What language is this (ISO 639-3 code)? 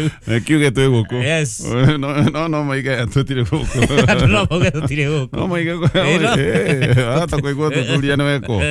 kik